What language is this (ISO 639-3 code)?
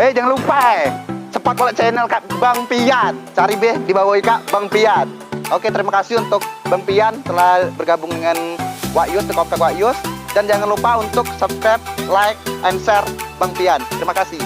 mui